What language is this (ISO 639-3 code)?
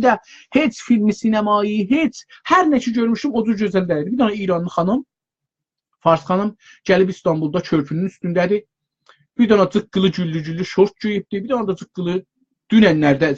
azb